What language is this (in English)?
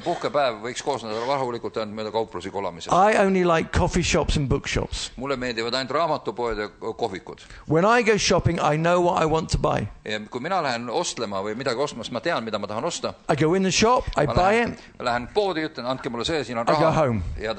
Estonian